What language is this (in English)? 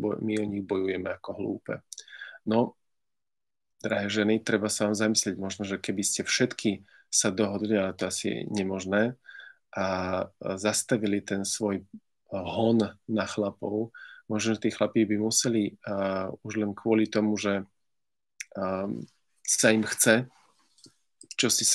Slovak